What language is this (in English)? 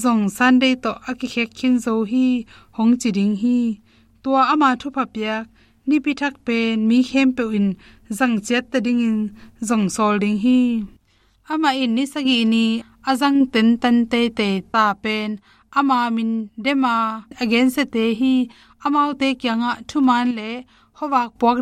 Tedim Chin